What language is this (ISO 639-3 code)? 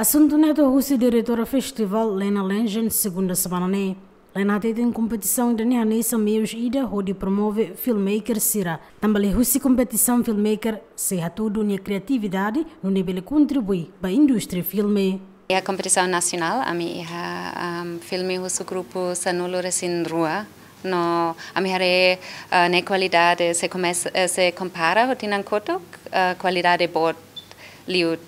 tet